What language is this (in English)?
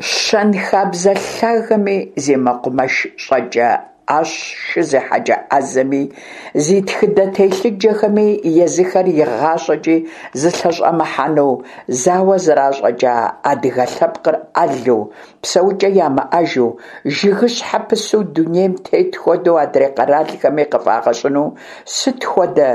Kabardian